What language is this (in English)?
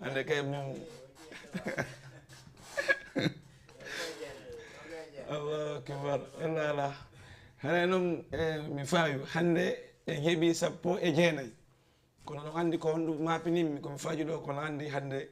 Fula